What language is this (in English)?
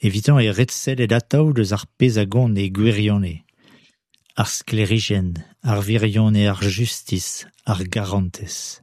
Breton